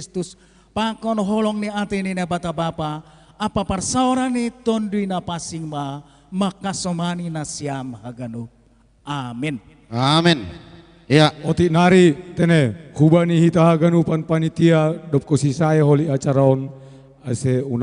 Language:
Batak Simalungun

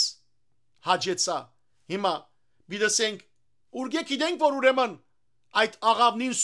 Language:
Western Armenian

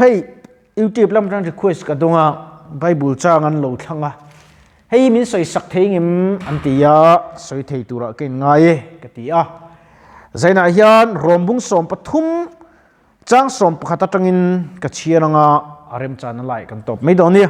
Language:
Mizo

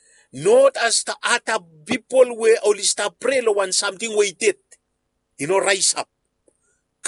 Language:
Bislama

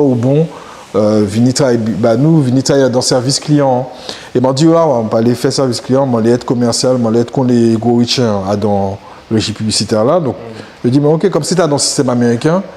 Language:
Guadeloupean Creole French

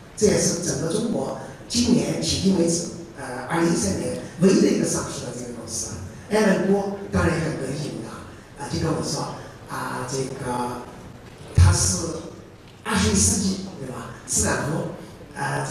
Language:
Chinese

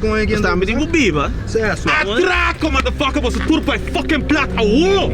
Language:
Papiamento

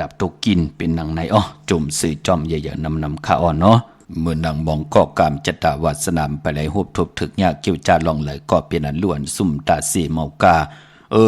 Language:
Shan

